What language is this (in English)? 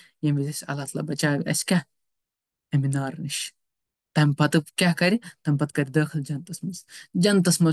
Kashmiri